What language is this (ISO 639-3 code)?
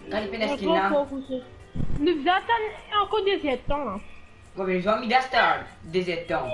mfe